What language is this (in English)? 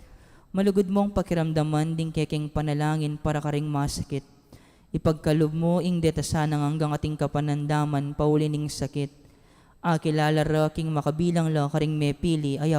Pampanga